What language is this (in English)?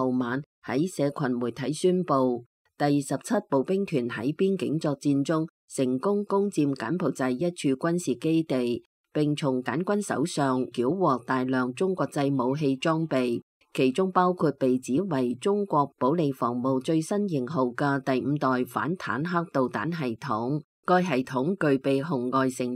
Cantonese